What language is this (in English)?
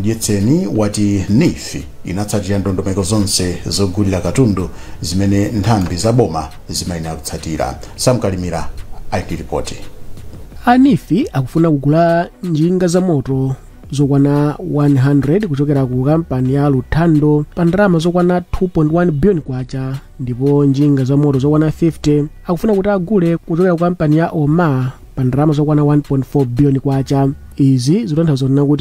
Nyanja